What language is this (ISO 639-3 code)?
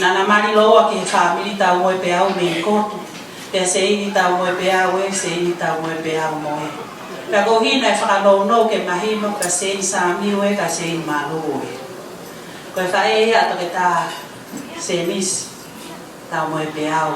ton